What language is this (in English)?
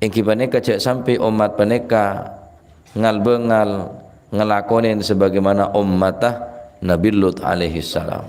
Madurese